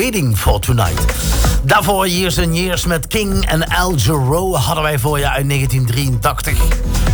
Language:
Dutch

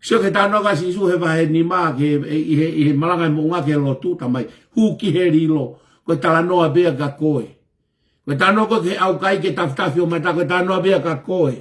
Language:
Tongan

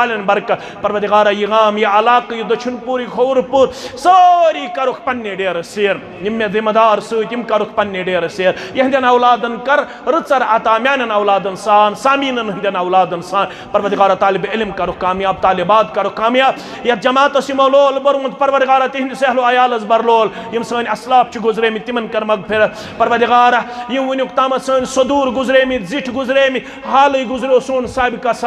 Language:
Kashmiri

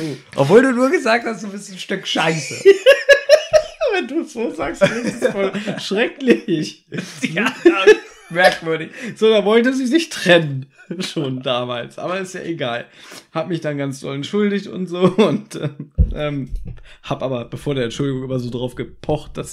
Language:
German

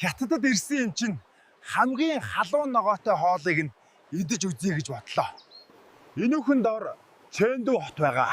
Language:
Mongolian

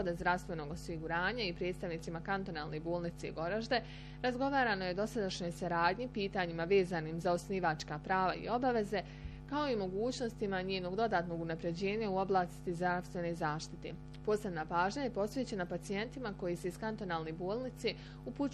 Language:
Bosnian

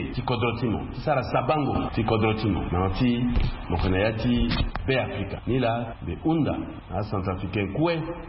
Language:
Sango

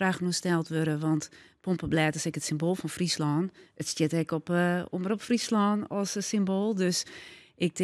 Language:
Western Frisian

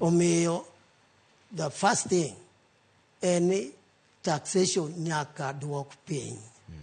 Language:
Luo (Kenya and Tanzania)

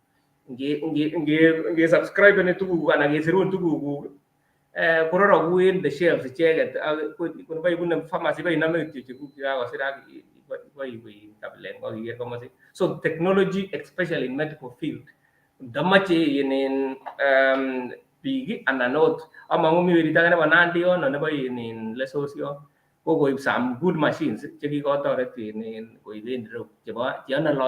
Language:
Kalenjin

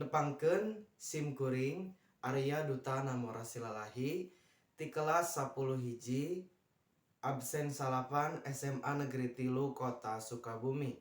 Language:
Sundanese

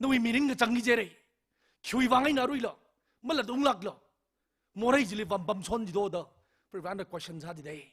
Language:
Tangkhul Naga (India)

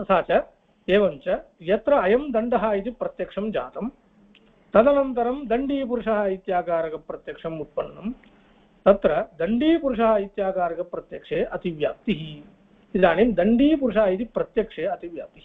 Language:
Sanskrit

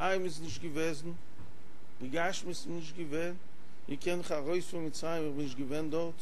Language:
Yiddish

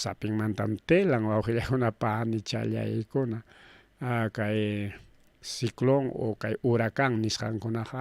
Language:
Ayacucho Quechua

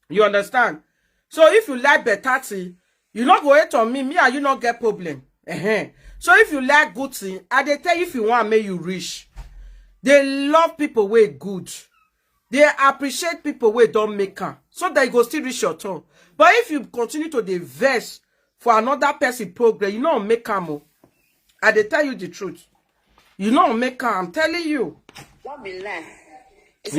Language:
Nigerian Pidgin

